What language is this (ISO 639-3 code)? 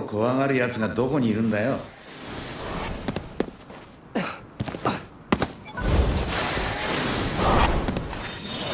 jpn